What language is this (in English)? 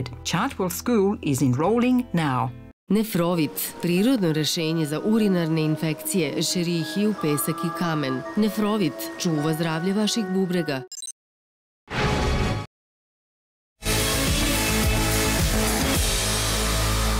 Serbian